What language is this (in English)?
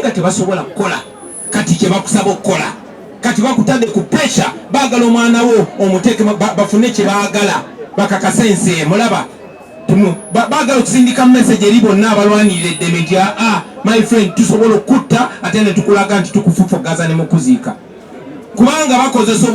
Ganda